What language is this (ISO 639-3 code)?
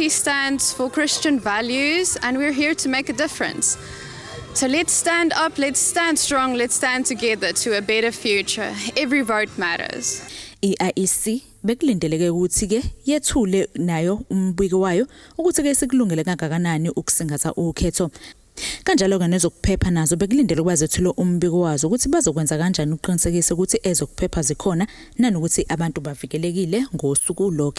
zul